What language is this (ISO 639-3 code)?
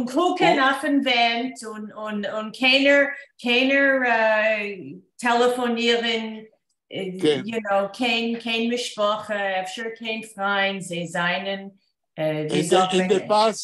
yid